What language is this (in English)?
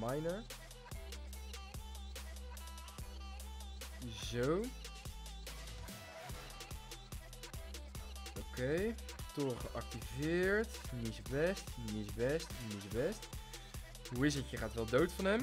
Dutch